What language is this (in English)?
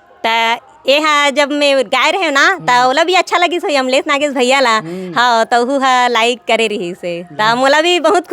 Chhattisgarhi